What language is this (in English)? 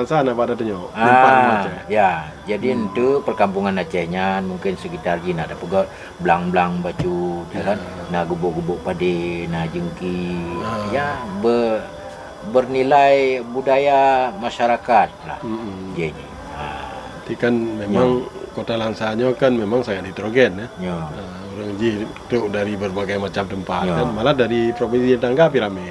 Achinese